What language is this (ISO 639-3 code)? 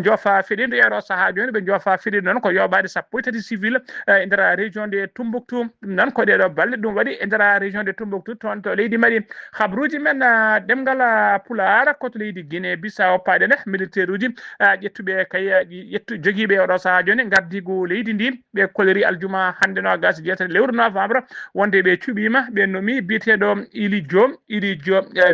ful